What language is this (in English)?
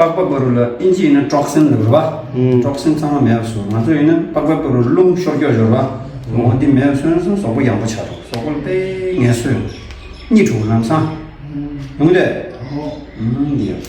Tibetan